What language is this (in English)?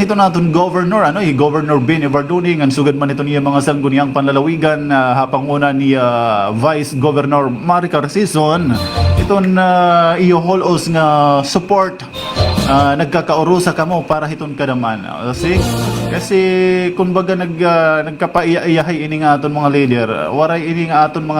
Waray